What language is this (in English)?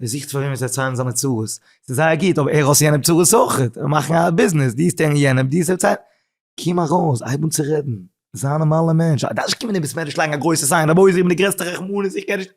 Yiddish